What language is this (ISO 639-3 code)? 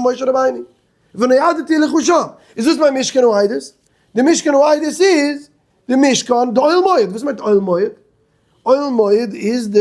yid